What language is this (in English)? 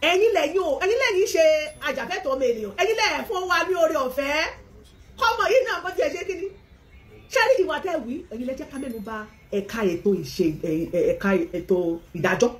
Yoruba